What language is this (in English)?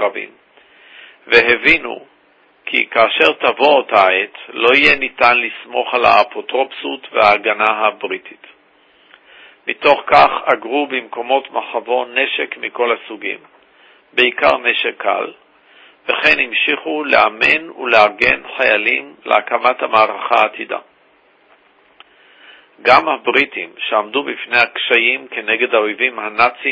Hebrew